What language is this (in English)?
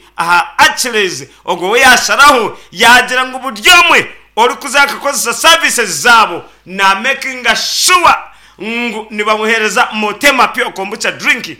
Nyankole